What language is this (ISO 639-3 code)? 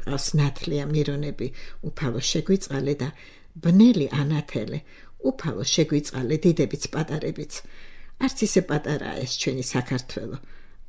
kat